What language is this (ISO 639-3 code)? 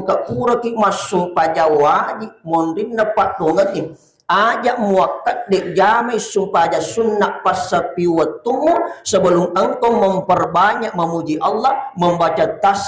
bug